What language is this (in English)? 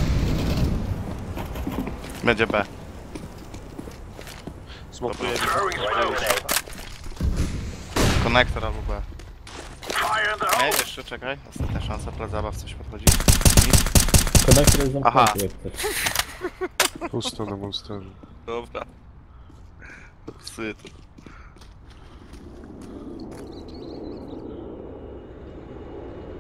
Polish